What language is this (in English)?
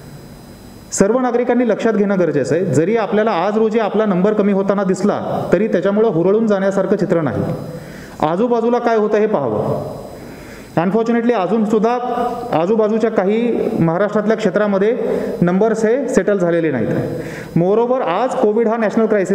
Marathi